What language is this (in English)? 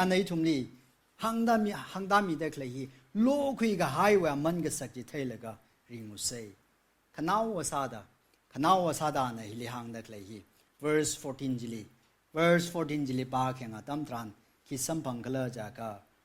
Tangkhul Naga (India)